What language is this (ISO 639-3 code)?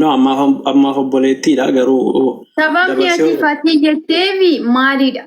orm